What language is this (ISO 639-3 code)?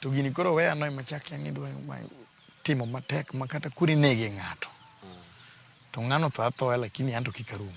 luo